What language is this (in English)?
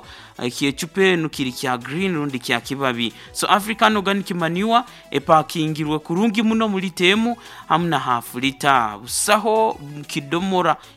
Nyoro